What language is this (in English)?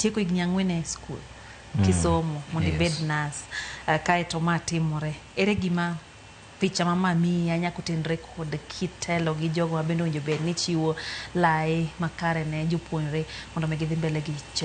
Luo (Kenya and Tanzania)